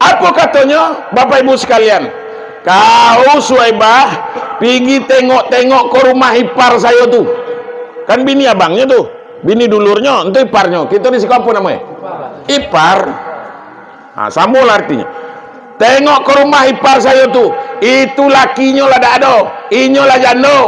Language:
Minangkabau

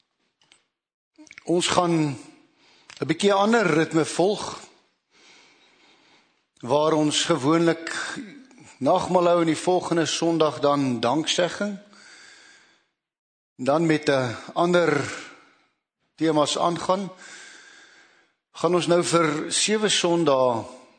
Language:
Afrikaans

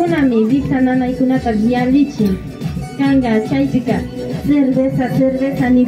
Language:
Imbabura Highland Quichua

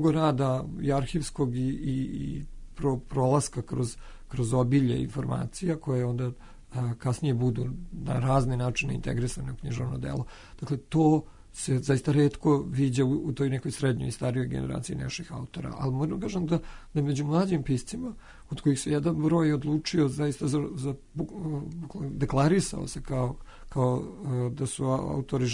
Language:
Serbian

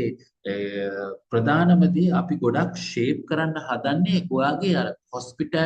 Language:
Sinhala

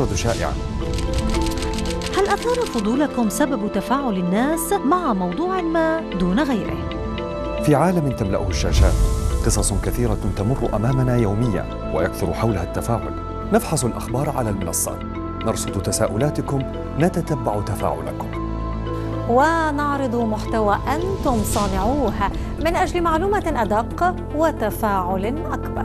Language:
Arabic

